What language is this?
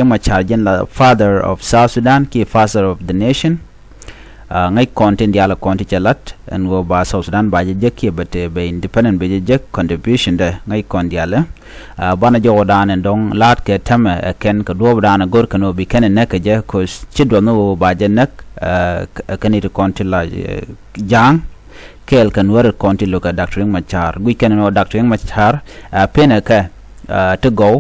Nuer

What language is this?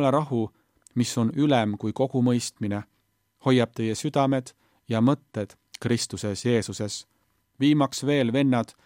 Estonian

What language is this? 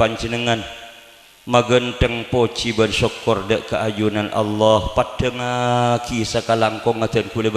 Madurese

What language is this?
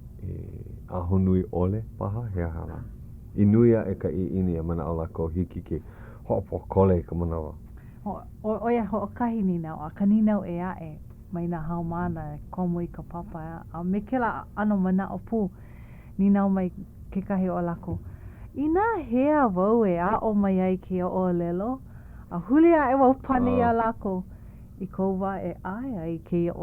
Hawaiian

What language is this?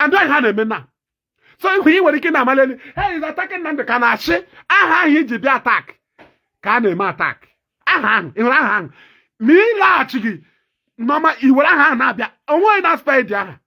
Igbo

